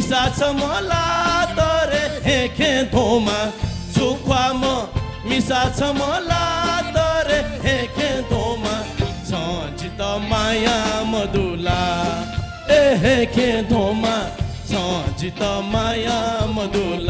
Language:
Newari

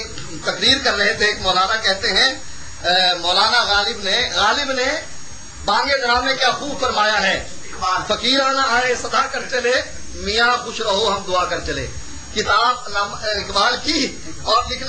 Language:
Urdu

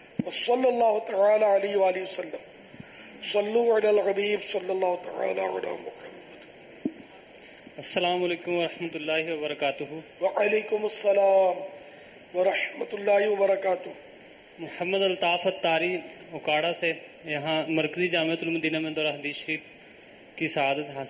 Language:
Urdu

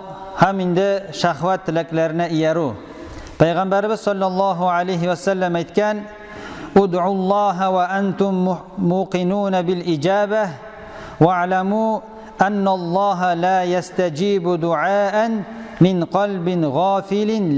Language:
Tatar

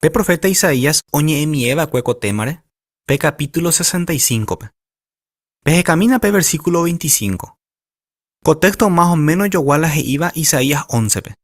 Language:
Guarani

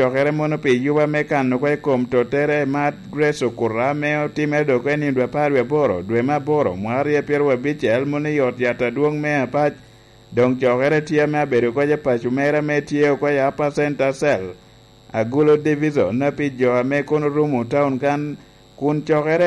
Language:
Lango (Uganda)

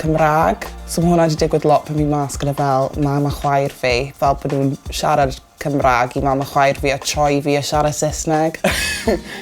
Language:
Welsh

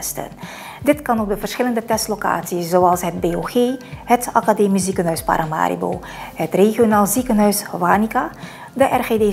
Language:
Dutch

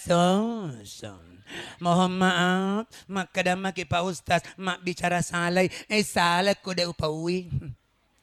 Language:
Buginese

